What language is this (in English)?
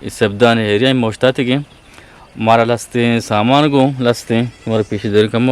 Eastern Balochi